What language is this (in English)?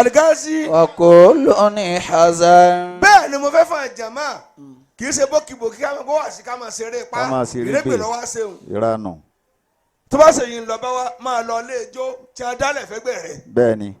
Yoruba